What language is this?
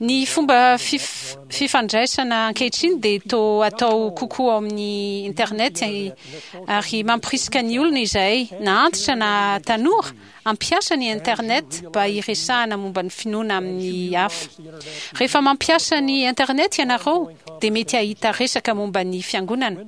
Malagasy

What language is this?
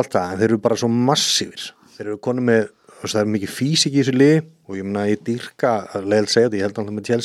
Icelandic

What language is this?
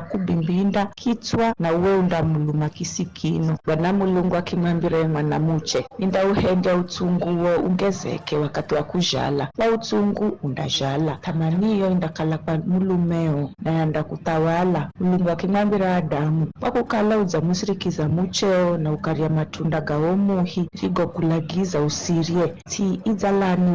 Giryama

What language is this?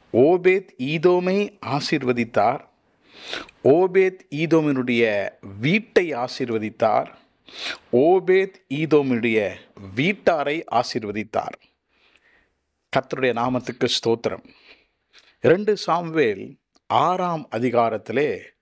Tamil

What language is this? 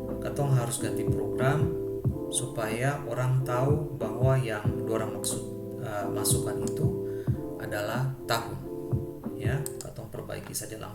Ambonese Malay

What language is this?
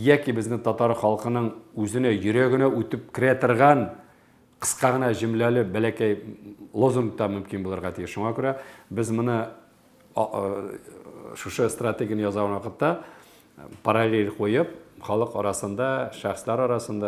Tatar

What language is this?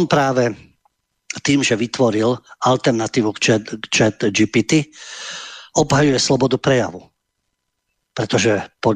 Slovak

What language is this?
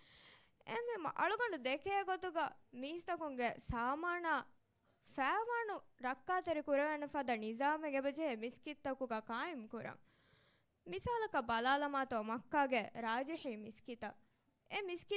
Divehi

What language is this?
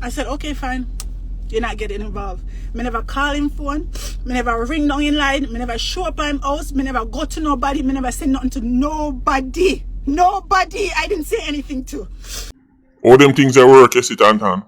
Jamaican Creole English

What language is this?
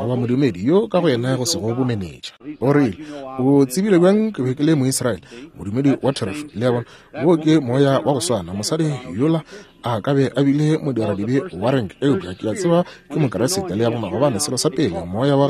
Northern Sotho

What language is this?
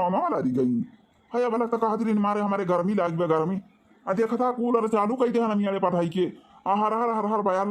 Awadhi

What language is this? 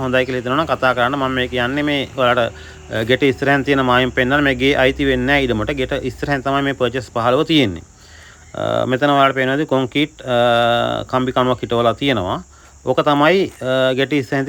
Sinhala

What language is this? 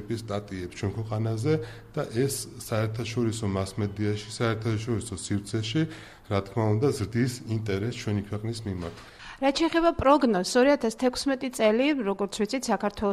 Georgian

